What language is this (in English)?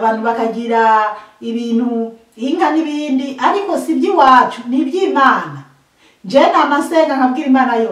Rundi